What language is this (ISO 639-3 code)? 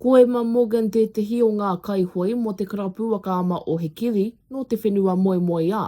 mri